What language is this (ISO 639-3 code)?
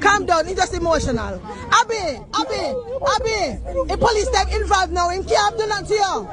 jam